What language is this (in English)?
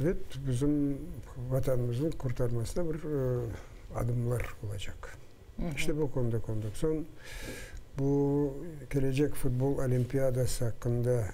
Crimean Tatar